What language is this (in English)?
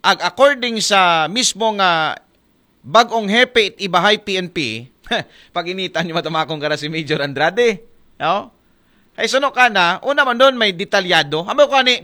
Aklanon